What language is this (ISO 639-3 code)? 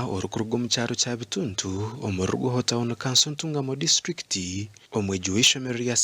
nyn